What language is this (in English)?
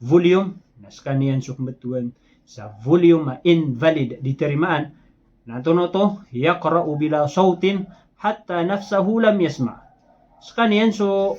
Maranao